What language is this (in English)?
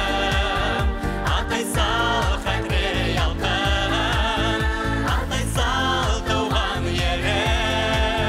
Bashkir